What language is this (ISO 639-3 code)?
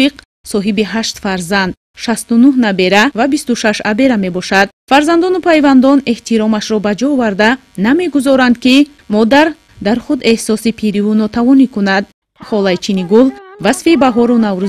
tgk